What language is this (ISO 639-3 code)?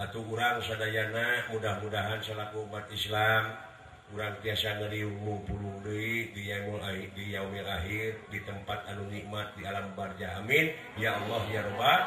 sun